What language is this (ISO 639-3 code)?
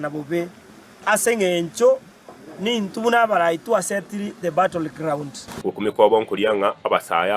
guz